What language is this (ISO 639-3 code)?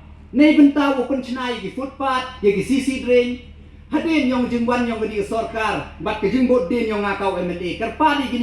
pbv